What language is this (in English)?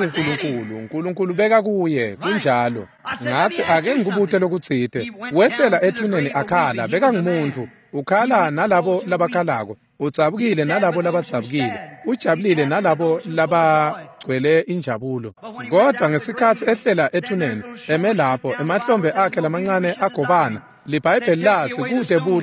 Swati